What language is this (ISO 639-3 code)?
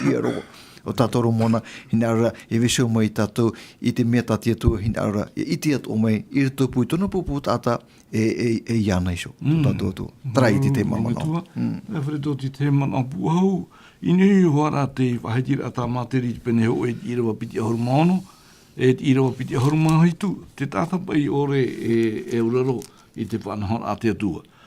tah